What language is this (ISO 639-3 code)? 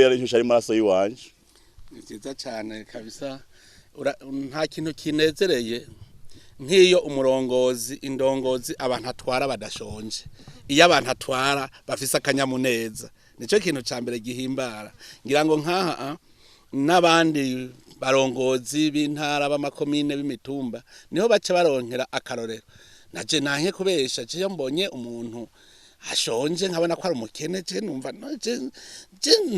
run